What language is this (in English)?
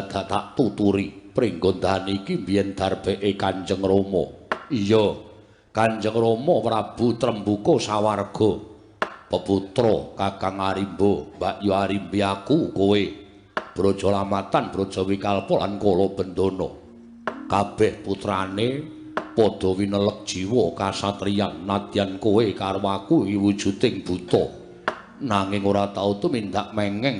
Javanese